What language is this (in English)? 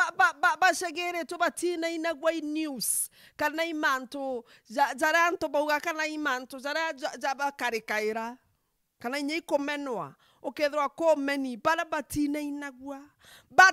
Meru